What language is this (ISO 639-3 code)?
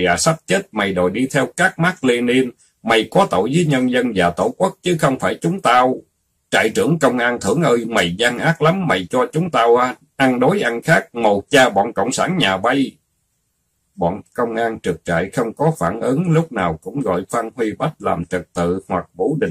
vie